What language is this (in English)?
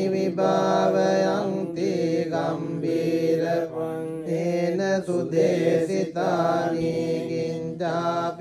Pali